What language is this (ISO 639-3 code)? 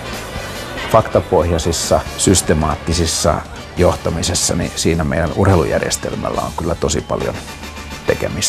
fin